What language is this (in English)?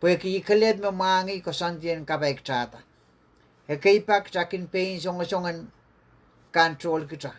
Pohnpeian